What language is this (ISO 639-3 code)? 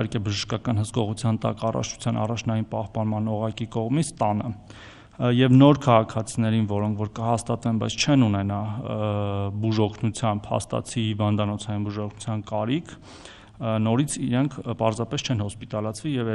hye